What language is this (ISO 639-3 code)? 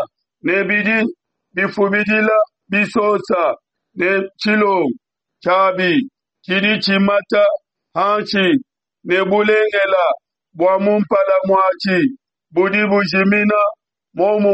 lua